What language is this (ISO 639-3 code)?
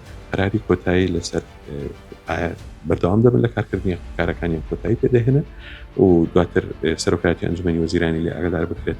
ckb